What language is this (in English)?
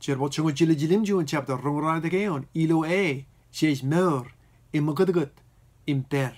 Marshallese